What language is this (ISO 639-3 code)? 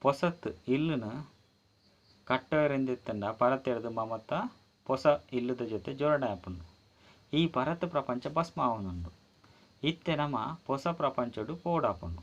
tcy